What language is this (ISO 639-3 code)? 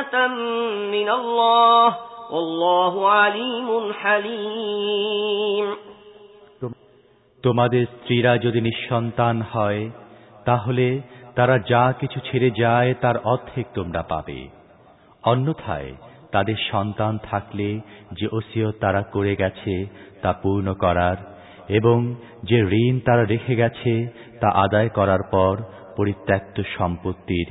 ben